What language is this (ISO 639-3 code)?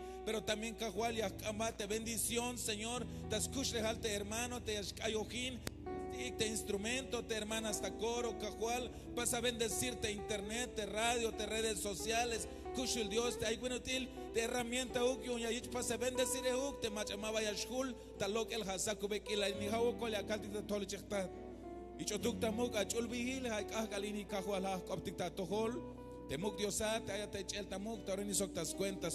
tzh